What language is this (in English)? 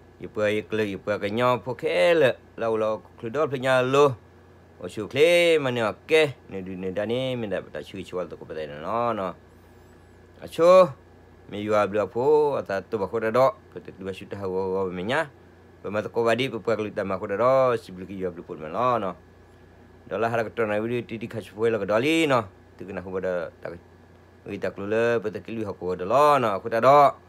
S'gaw Karen